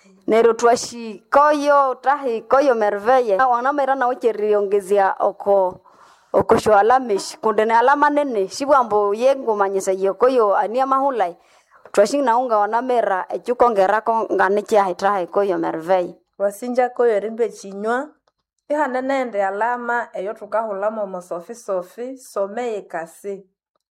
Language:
Nande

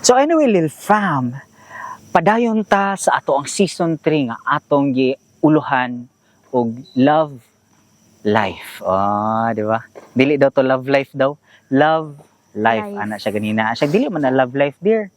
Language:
Cebuano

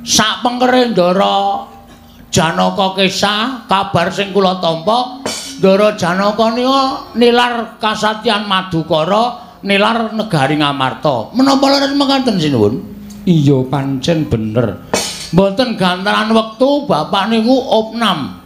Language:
Javanese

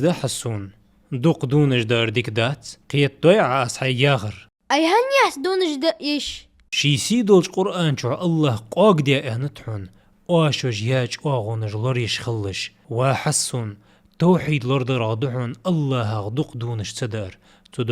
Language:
Ingush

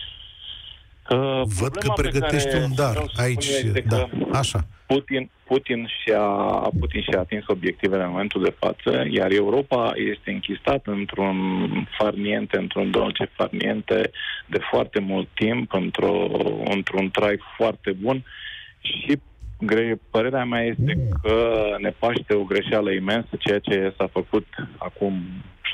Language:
Romanian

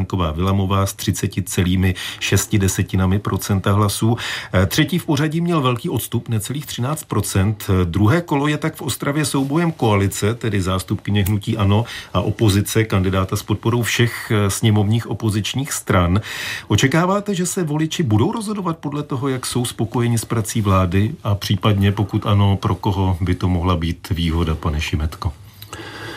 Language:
Czech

